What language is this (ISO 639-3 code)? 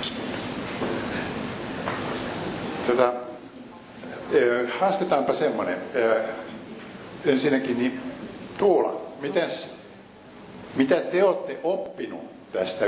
fin